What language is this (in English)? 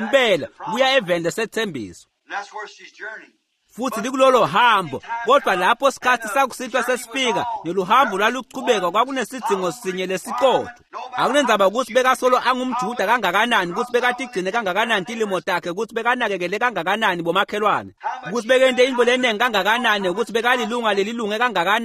Swati